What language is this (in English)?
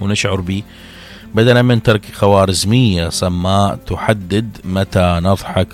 Mesopotamian Arabic